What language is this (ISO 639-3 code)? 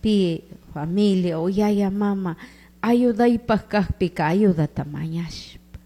qug